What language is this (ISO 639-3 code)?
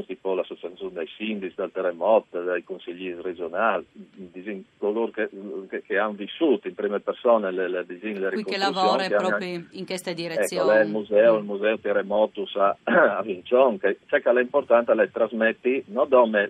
fur